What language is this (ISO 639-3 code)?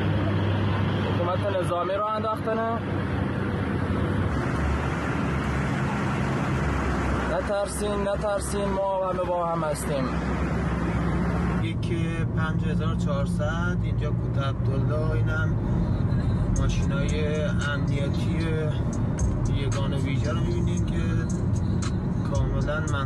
fas